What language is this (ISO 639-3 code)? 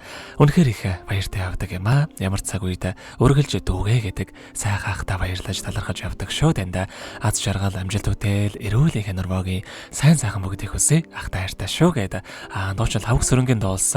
mon